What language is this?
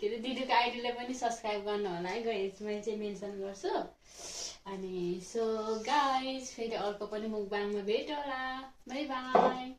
Nepali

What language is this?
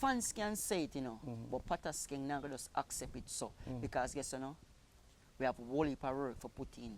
Jamaican Creole English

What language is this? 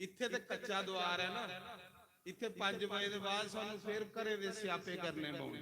Dogri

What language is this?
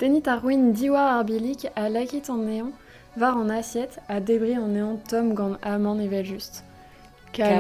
Breton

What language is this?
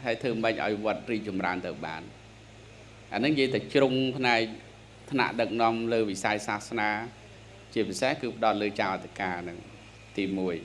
Khmer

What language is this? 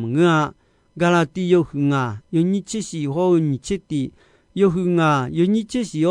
Akha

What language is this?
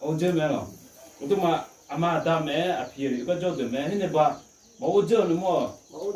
Akha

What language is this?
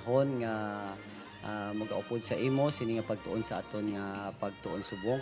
Hiligaynon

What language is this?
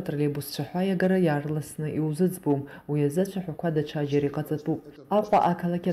Abkhazian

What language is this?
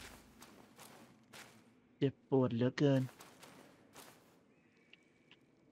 Thai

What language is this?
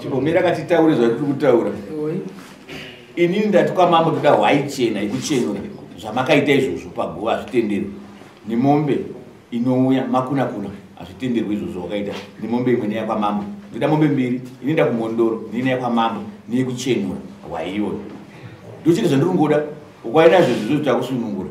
Shona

